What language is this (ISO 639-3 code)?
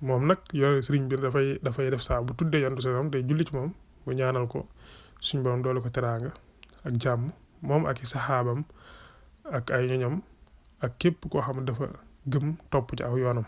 wol